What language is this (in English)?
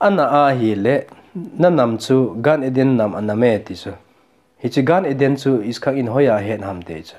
Thado Chin